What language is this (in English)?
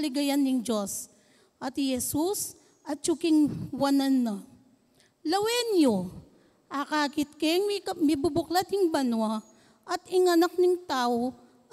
Pampanga